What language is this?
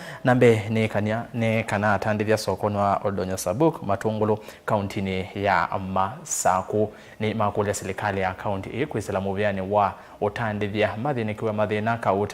Kamba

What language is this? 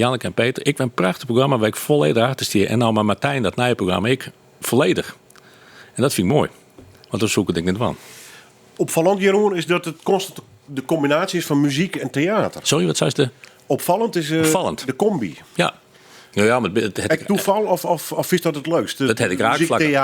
Western Frisian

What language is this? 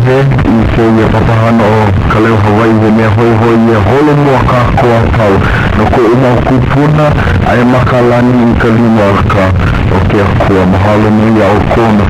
Hawaiian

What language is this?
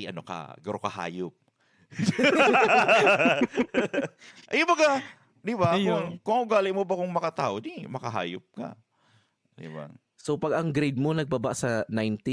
Bikol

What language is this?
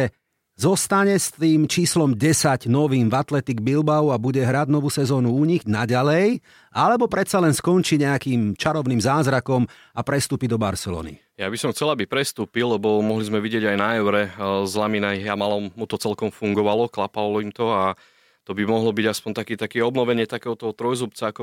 Slovak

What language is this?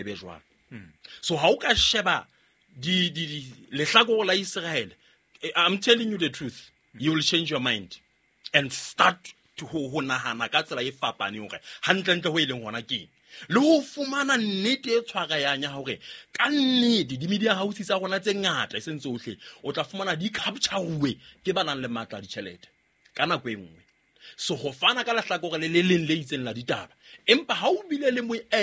Southern Sotho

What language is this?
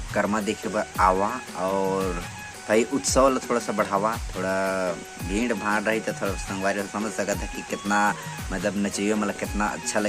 Chhattisgarhi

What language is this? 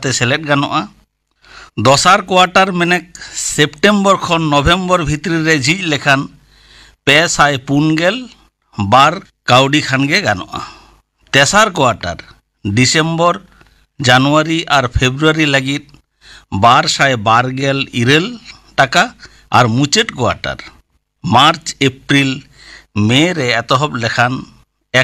Santali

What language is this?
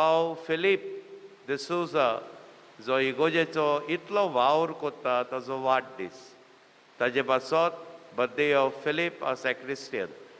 Konkani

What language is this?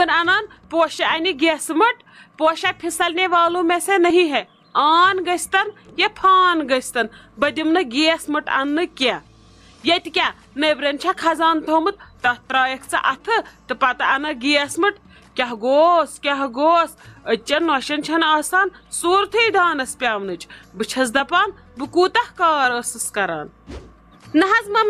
Kashmiri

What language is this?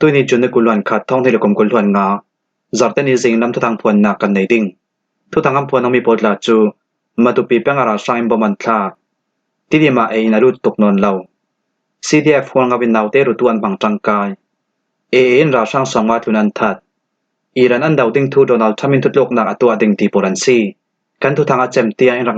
Falam Chin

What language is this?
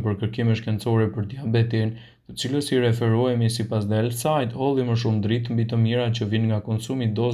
Albanian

